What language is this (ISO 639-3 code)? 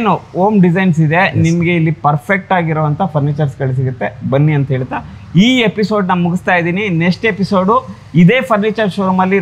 kan